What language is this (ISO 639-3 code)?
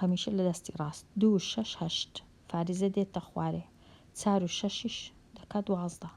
ckb